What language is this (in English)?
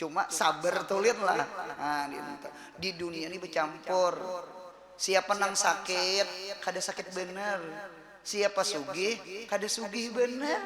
Banjar